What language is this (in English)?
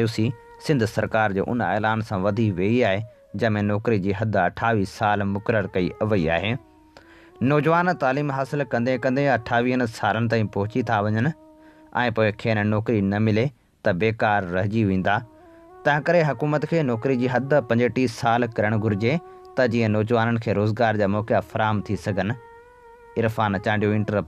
Sindhi